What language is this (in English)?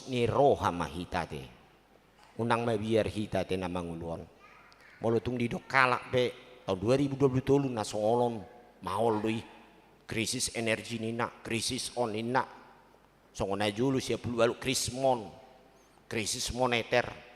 Batak Toba